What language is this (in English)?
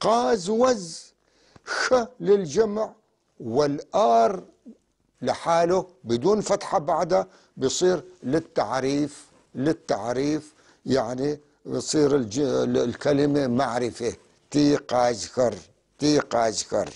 North Levantine Arabic